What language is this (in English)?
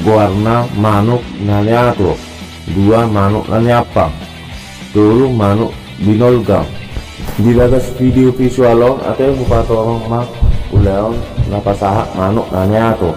Batak Toba